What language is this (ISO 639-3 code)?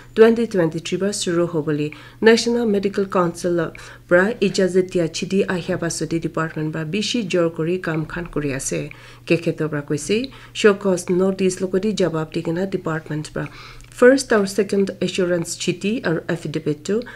nag